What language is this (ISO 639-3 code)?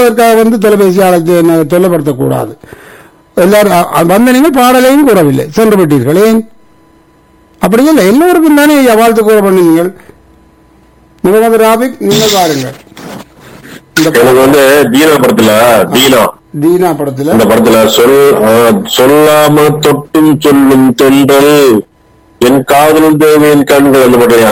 tam